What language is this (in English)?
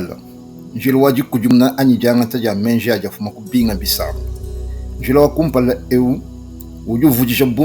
Luba-Lulua